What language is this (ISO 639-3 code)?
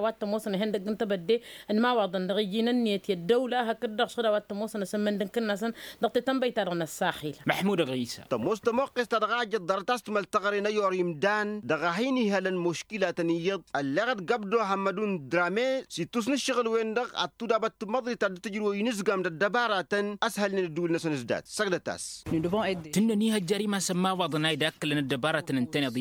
taq